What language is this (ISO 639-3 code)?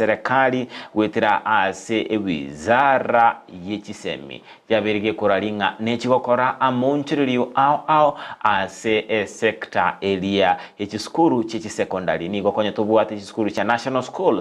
guz